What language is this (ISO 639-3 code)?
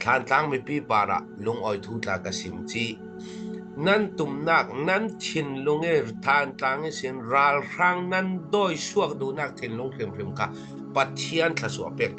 cfm